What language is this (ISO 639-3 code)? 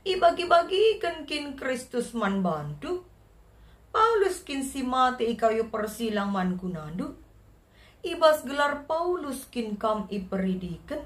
btx